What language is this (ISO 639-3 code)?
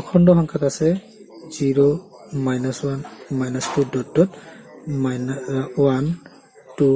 asm